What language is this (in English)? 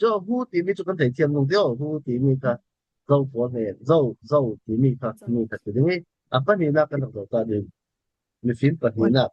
Falam Chin